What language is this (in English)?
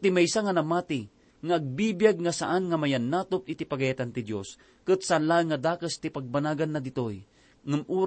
Iloko